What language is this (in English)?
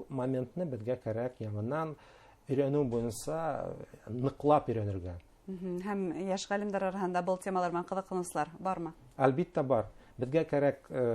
Bashkir